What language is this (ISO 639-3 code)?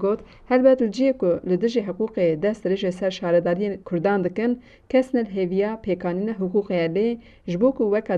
kur